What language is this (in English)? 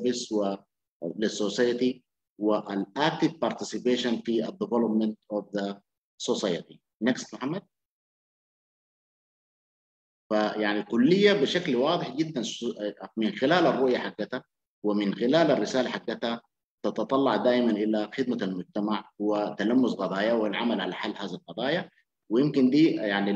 Sudanese Arabic